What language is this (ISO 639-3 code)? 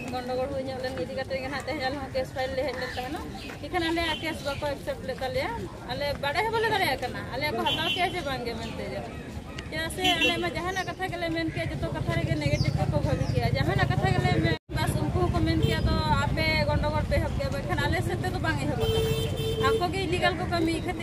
sat